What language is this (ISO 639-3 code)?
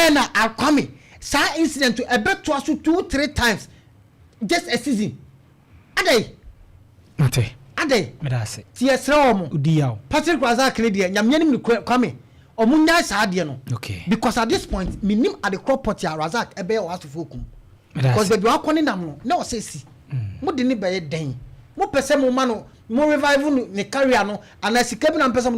aka